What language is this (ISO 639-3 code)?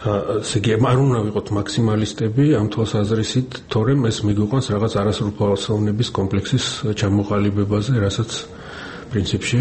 kat